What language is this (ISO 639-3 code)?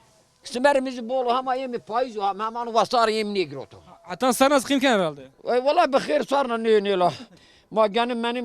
zza